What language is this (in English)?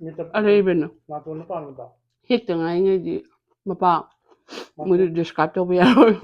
Manipuri